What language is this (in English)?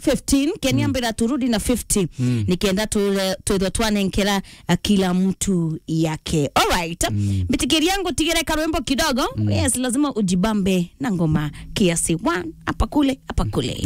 Meru